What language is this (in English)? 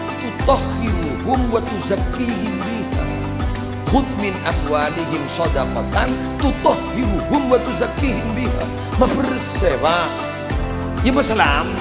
Madurese